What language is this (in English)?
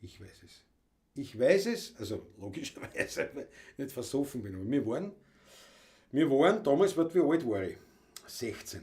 Bavarian